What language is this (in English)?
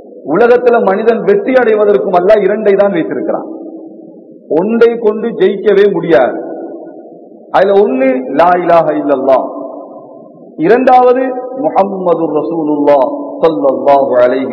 Tamil